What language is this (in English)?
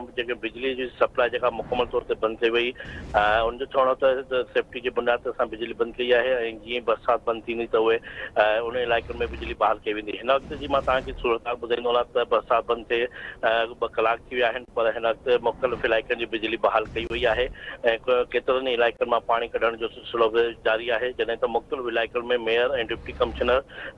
Sindhi